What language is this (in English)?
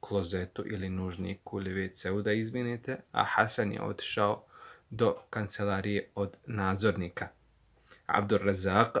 Bosnian